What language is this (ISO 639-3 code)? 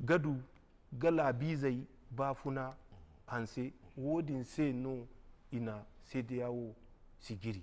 dje